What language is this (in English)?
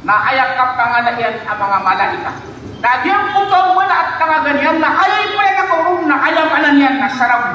Maranao